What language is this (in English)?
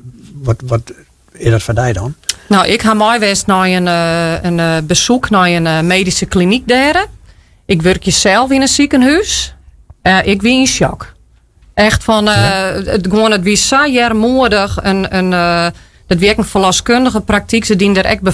Western Frisian